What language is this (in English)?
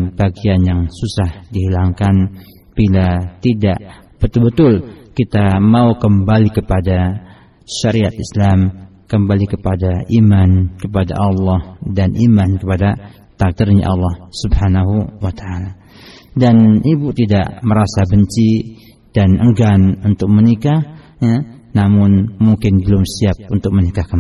Indonesian